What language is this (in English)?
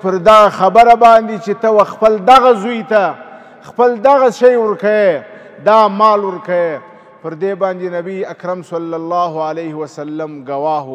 Pashto